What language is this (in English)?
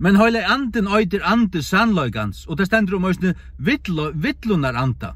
Faroese